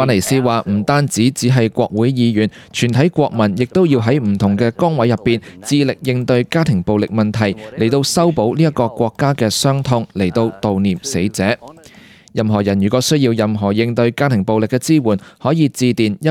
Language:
Cantonese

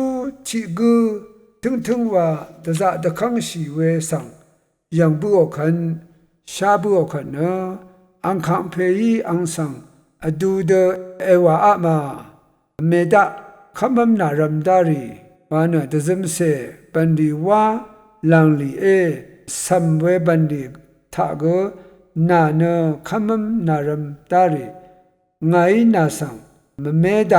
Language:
Rawang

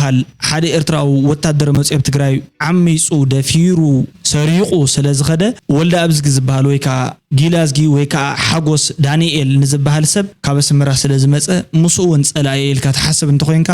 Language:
Tigrinya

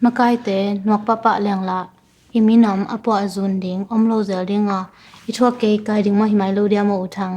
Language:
Tedim Chin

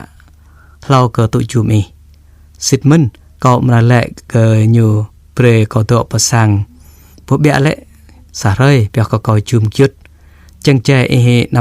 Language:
Jarai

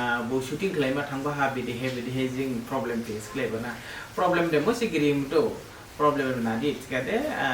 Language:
Dimasa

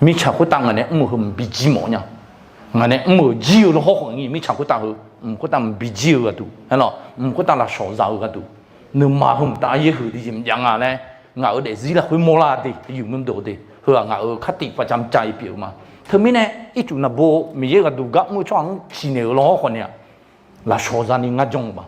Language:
Akha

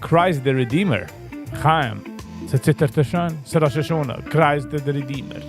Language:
Yiddish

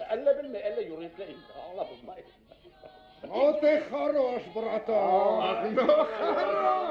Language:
Bashkir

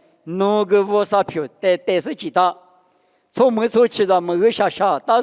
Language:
Lisu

